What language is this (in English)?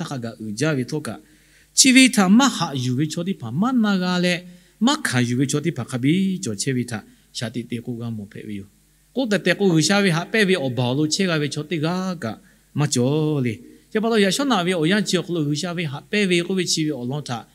Lahu